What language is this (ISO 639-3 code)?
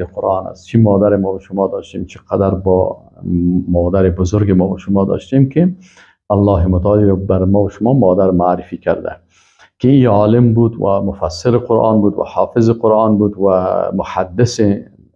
fas